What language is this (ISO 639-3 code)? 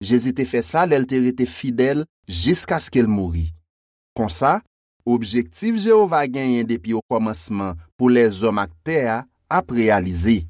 hat